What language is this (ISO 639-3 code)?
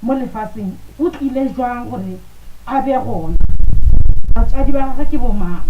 nso